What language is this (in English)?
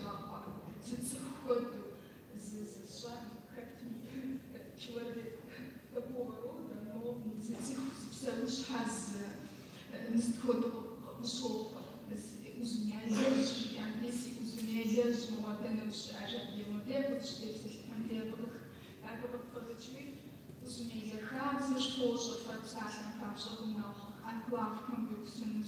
Kabardian